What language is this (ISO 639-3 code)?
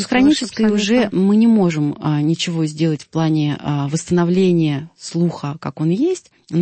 rus